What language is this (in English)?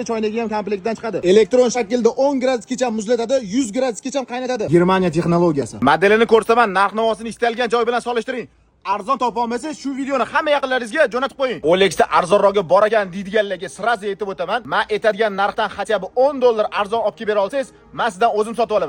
Uzbek